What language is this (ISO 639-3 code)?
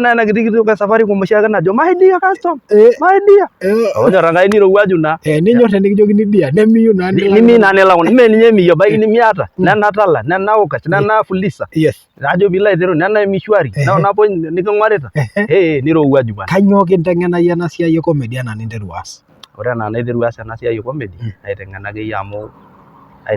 mas